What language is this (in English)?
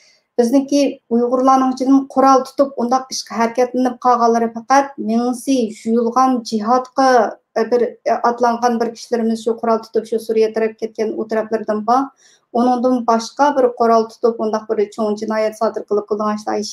Uyghur